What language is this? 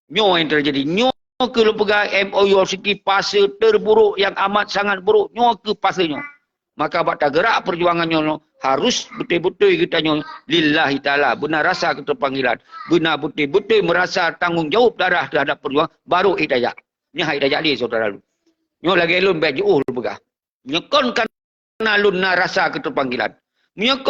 Achinese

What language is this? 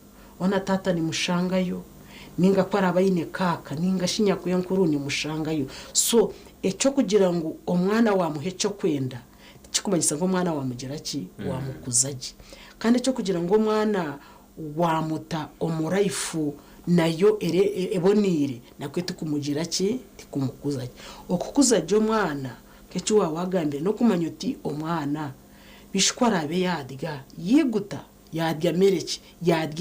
Nyankole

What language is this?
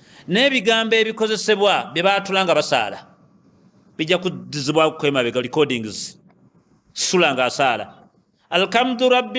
Ganda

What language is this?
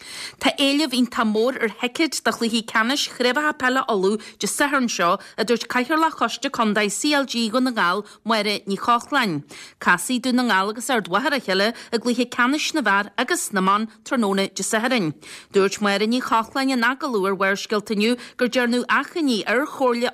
Irish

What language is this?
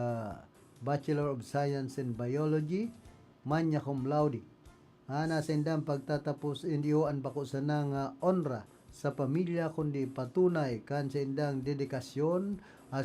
Bikol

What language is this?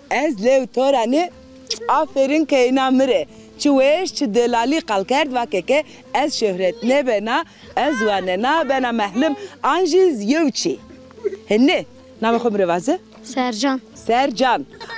Zaza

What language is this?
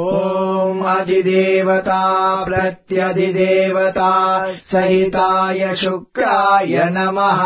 Sanskrit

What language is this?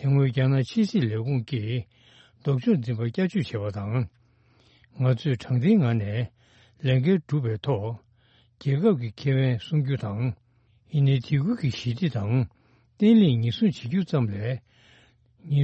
Tibetan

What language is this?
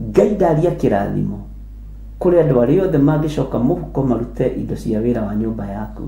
Kikuyu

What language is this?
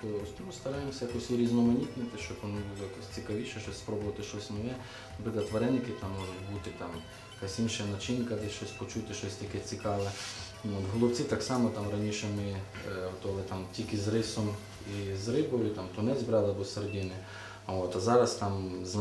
Ukrainian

